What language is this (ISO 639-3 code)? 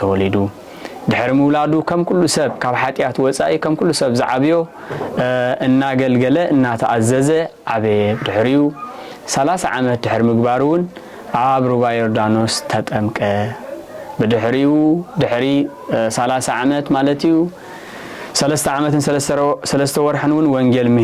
tir